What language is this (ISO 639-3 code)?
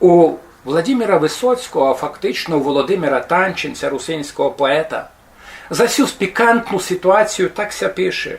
rue